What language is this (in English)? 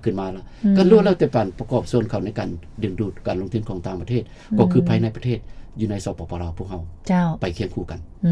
Lao